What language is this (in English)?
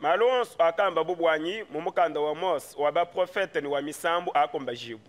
Luba-Lulua